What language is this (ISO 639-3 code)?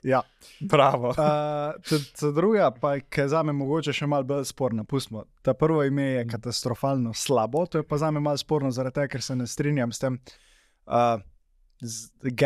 slv